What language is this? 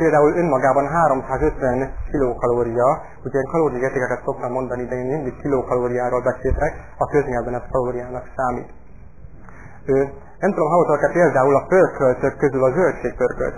Hungarian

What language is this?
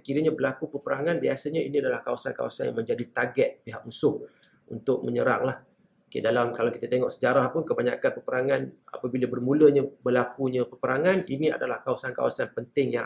Malay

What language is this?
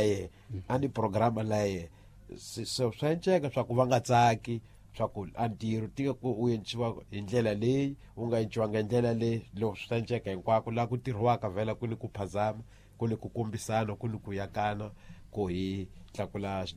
Tsonga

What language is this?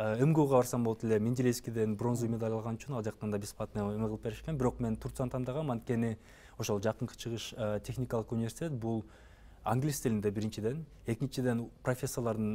Kyrgyz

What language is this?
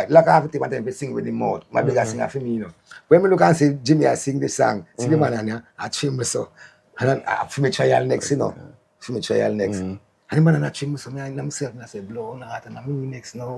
Jamaican Creole English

